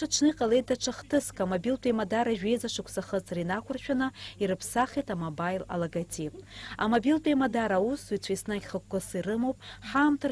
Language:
Abkhazian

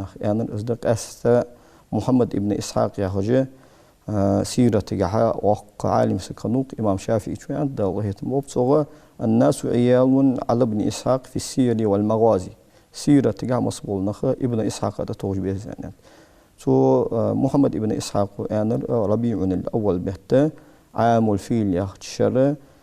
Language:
Ingush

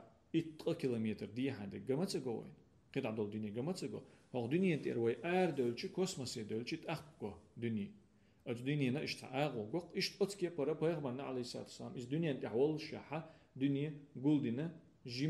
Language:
Chechen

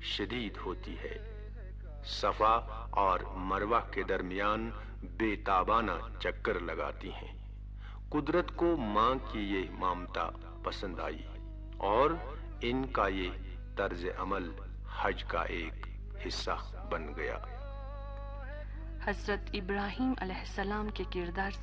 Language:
Urdu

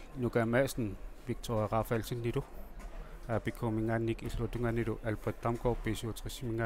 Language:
Kalaallisut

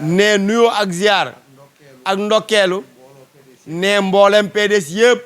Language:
Wolof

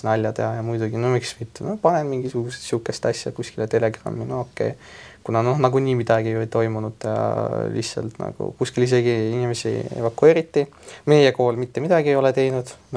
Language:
Estonian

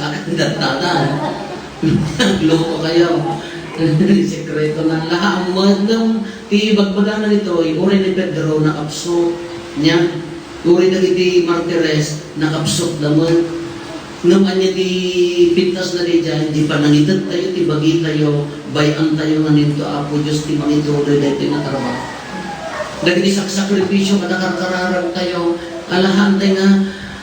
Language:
Iloko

